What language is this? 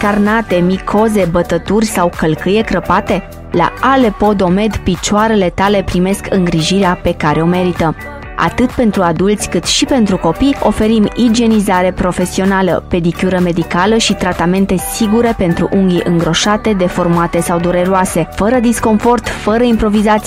Romanian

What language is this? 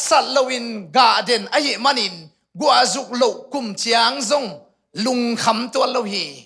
Tedim Chin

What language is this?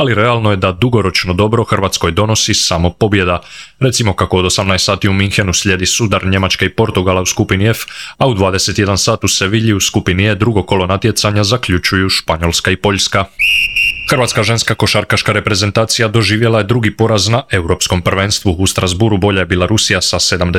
Croatian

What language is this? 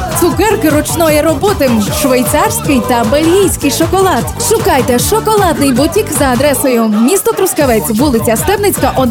Ukrainian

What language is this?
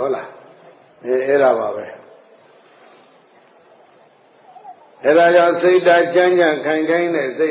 Burmese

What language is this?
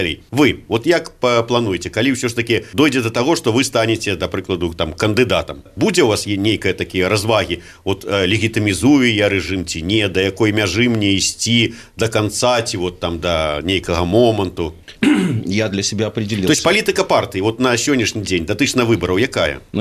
Belarusian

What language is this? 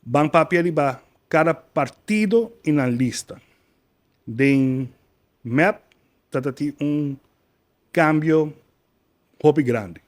Papiamento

